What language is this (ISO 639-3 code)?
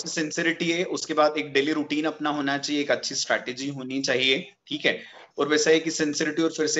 hin